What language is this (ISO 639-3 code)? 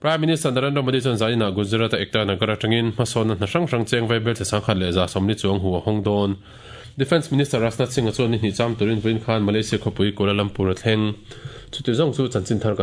lus